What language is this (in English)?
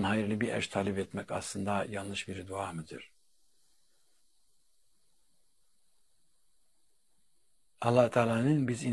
Turkish